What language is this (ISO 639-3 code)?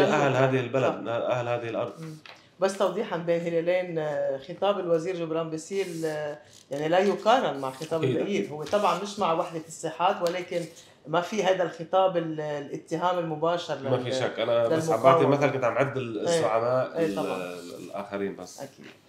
apc